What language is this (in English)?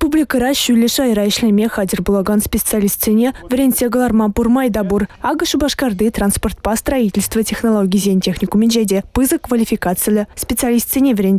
Chuvash